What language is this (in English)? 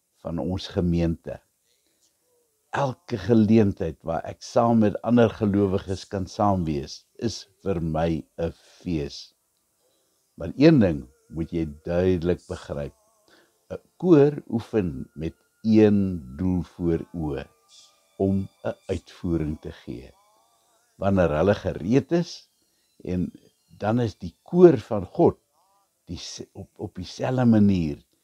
Afrikaans